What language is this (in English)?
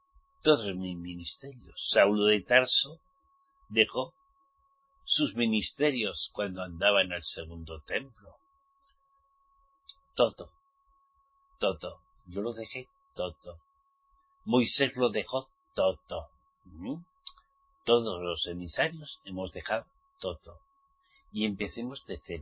Spanish